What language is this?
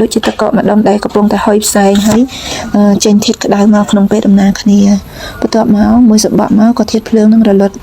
Khmer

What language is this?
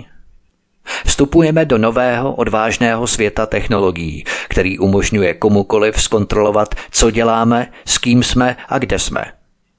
Czech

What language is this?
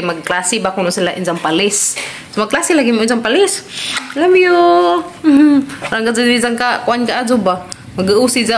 Cebuano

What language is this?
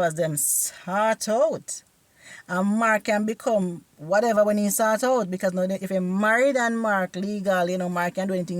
Jamaican Creole English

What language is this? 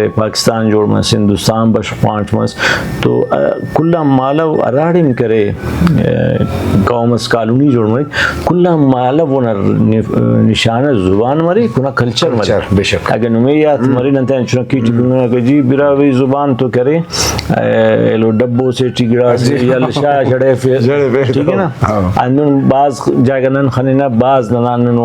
Brahui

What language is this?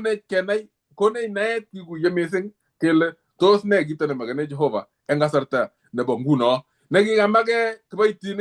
Kalenjin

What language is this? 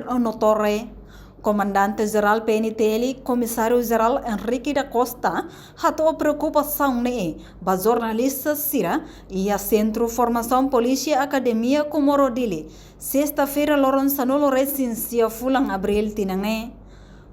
Tetum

